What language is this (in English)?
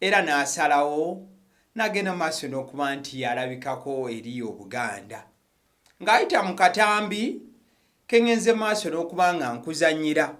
Ganda